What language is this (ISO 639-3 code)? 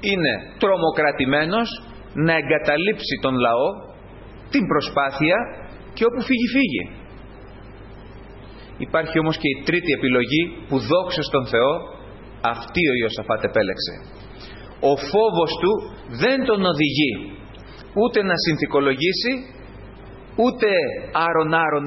ell